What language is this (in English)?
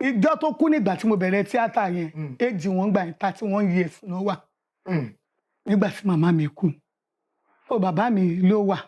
Yoruba